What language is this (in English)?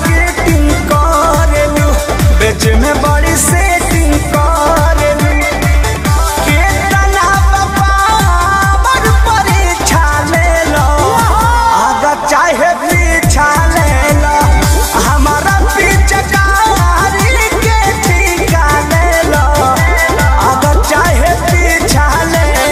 Bhojpuri